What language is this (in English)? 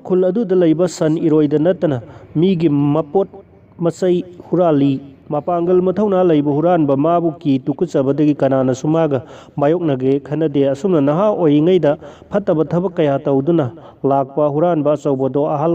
Manipuri